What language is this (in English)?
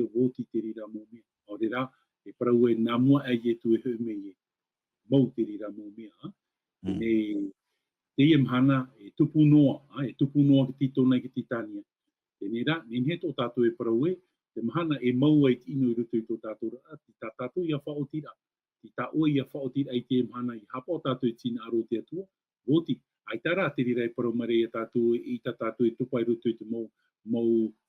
Tahitian